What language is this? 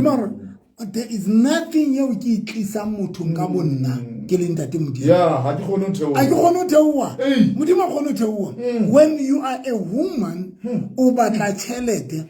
Southern Sotho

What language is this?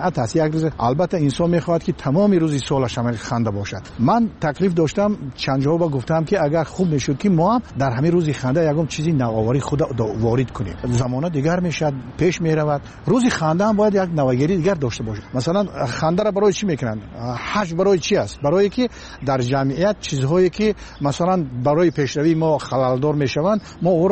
Tajik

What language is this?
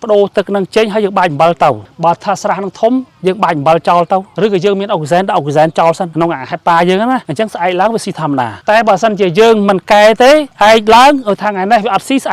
Khmer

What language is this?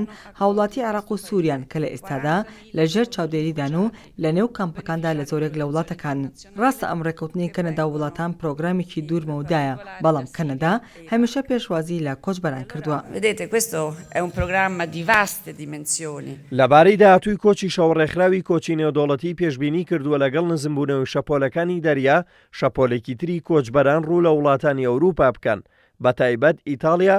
Central Kurdish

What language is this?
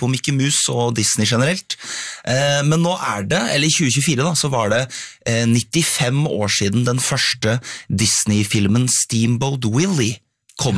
Norwegian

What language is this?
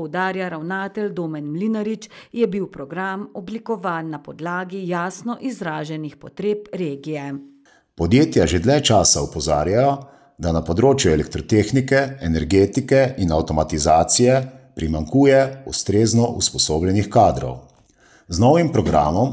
Slovenian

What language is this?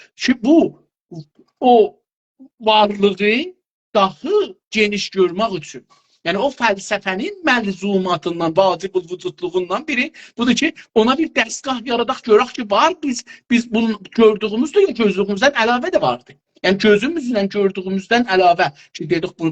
South Azerbaijani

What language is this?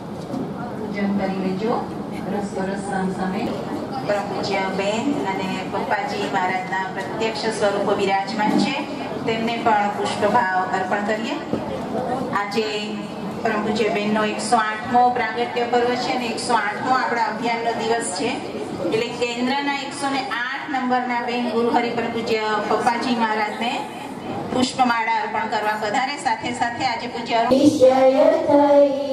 Gujarati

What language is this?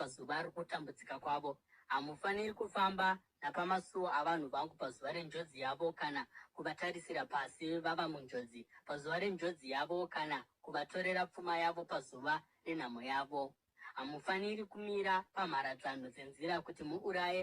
Shona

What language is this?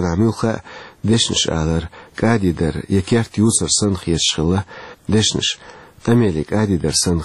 Chechen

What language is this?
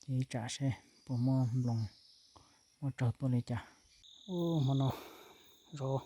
Hmong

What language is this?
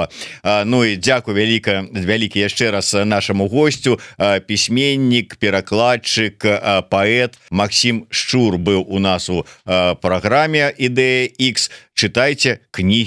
Belarusian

